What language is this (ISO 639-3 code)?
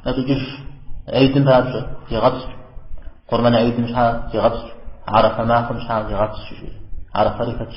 kbd